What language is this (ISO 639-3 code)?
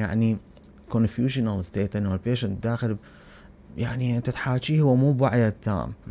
acm